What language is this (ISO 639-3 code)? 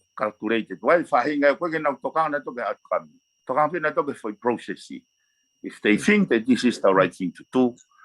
ton